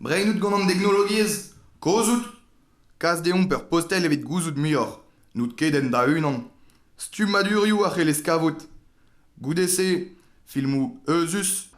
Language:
Breton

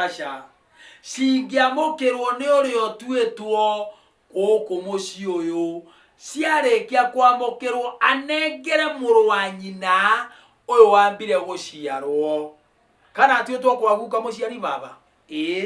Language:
Kikuyu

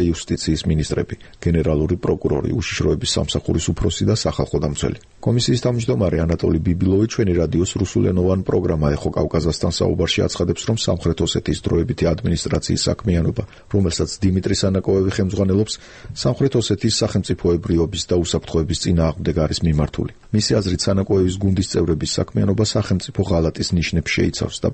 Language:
Georgian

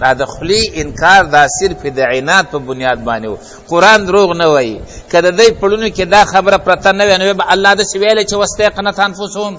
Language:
Pashto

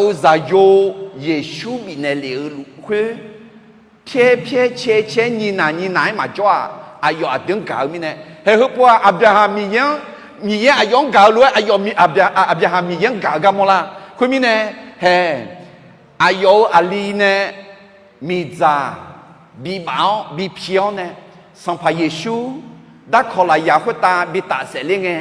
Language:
Akha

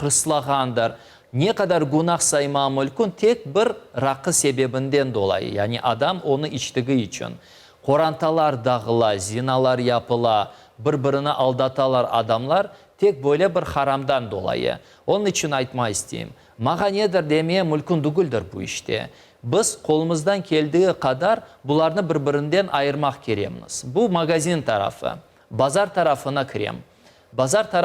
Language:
Crimean Tatar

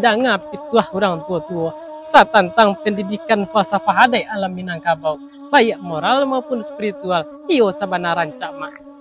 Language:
Minangkabau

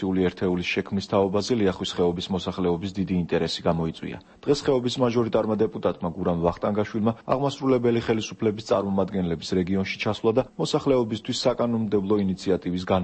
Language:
Georgian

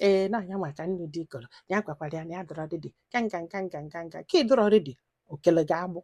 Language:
Igbo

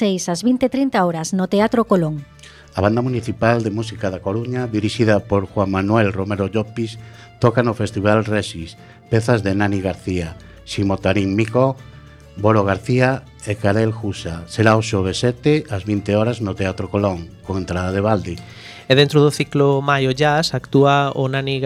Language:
Galician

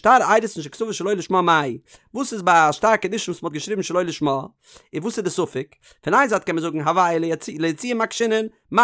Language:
Yiddish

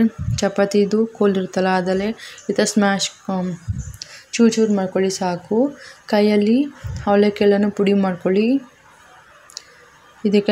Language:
Kannada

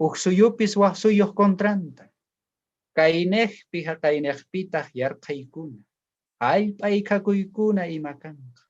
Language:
South Bolivian Quechua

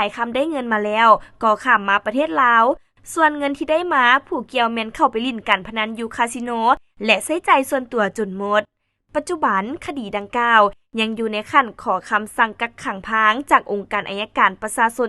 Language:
Lao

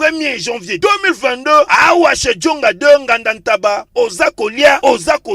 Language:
Lingala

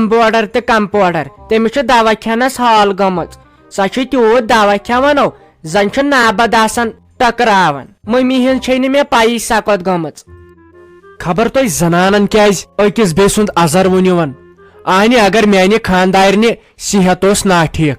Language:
Kashmiri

